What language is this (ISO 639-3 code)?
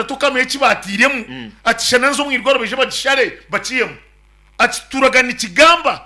nyn